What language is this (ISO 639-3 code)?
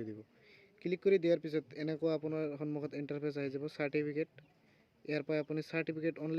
asm